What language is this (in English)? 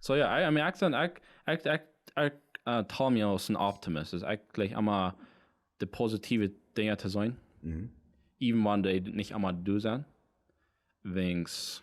Plautdietsch